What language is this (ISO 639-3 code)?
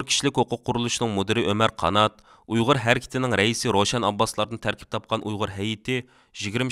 uig